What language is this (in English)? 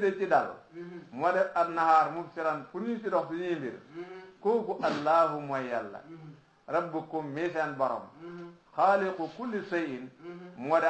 Wolof